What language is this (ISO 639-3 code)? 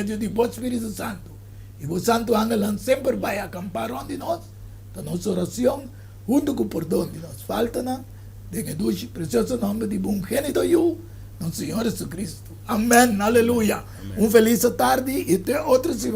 pap